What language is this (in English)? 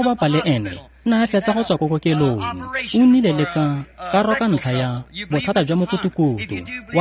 Tswana